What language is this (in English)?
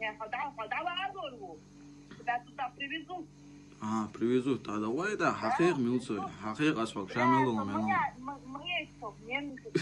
Chechen